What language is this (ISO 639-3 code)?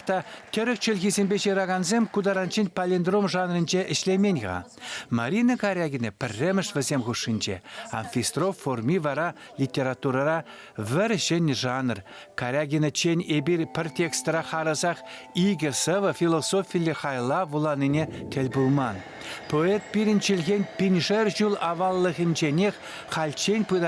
chv